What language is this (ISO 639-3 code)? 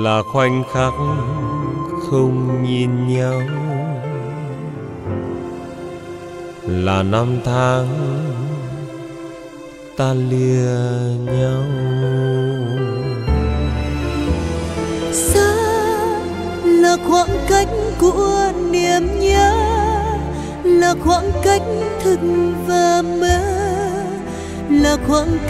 vie